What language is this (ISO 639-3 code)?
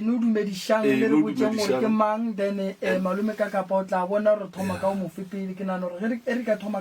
nso